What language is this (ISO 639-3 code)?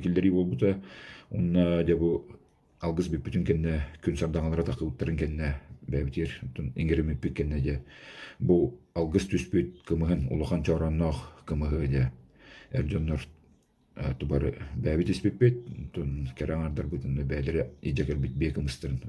sah